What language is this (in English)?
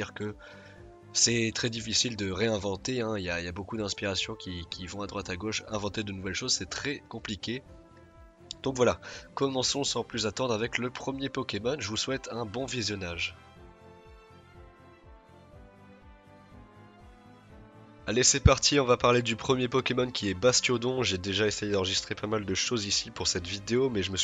French